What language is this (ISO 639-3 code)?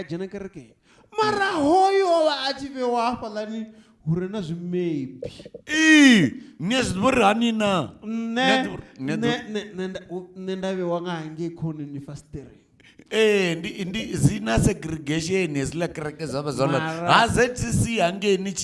ven